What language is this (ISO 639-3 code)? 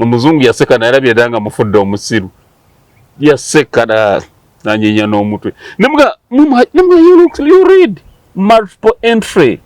lug